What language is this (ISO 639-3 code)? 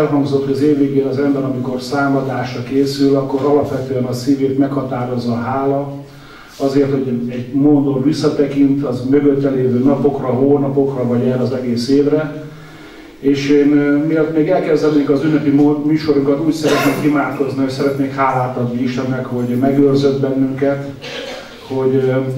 hun